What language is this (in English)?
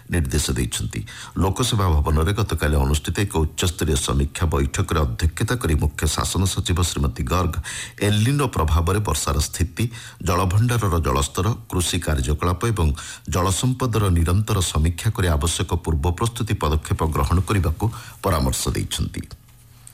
Odia